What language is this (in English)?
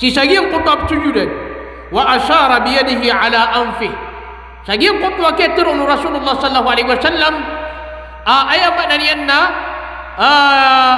Maranao